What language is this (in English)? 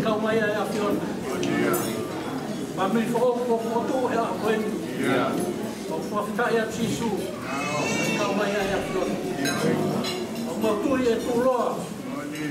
Tongan